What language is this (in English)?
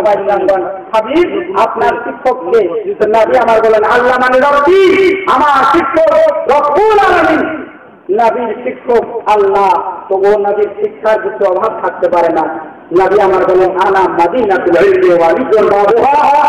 Bangla